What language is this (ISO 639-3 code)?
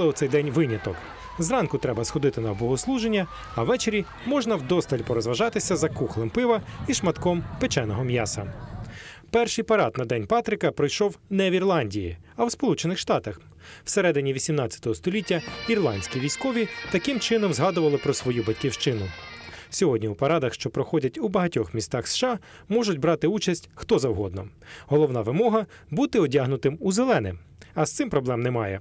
ukr